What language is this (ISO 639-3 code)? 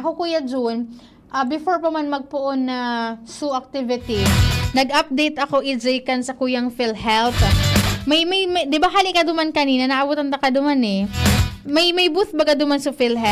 bik